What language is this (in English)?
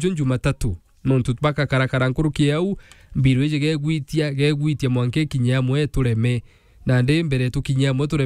Meru